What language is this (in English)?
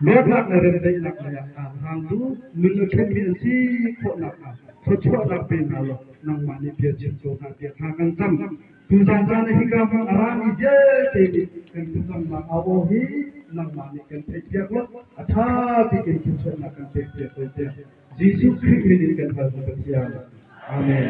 Hakha Chin